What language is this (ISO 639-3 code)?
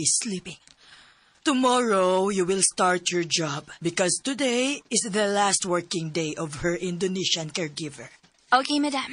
ceb